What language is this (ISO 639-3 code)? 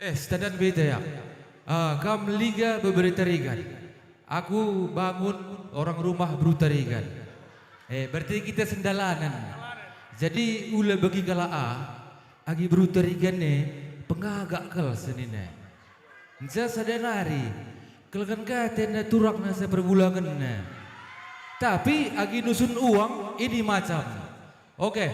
btx